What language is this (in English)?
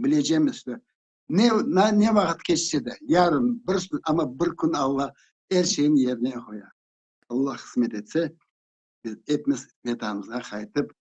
Crimean Tatar